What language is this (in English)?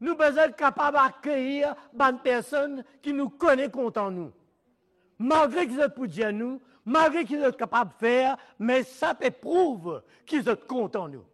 Morisyen